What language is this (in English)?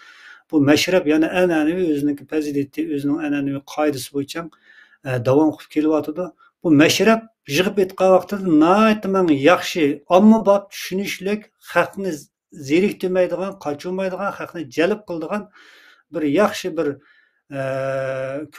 Uyghur